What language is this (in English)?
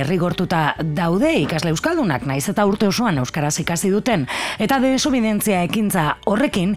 Basque